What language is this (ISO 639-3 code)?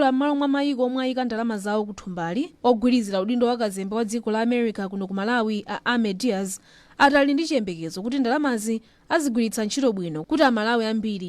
nya